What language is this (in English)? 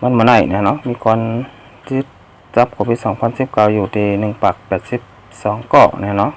Shan